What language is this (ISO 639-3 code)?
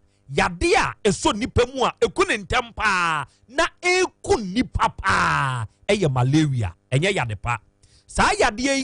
aka